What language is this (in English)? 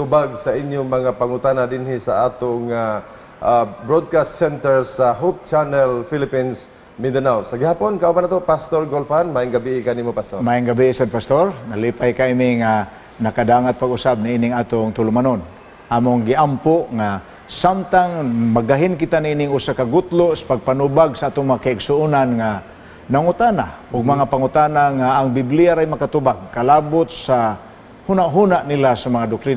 Cebuano